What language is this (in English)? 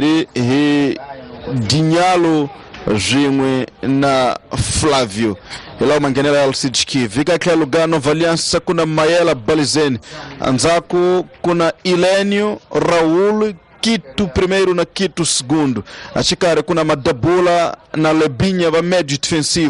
Tsonga